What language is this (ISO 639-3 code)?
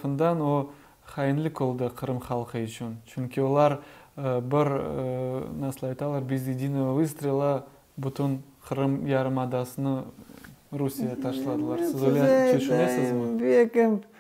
crh